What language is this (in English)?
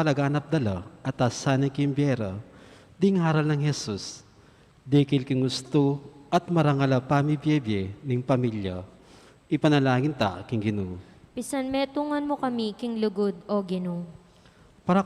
Pampanga